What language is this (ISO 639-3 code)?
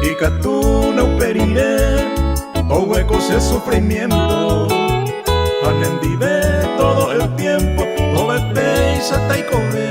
grn